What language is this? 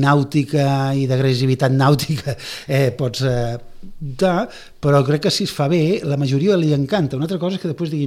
Catalan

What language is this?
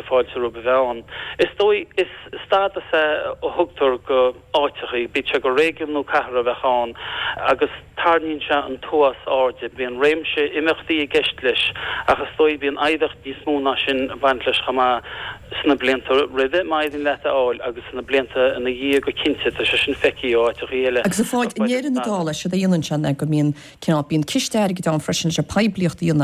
Irish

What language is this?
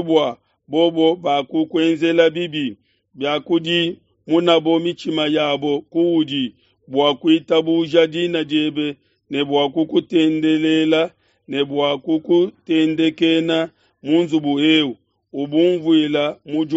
Luba-Lulua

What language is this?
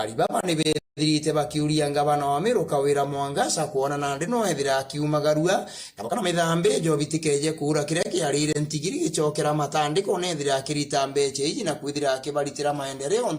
Meru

